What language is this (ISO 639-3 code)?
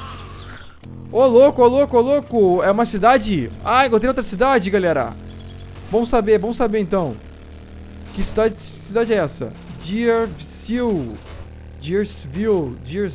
por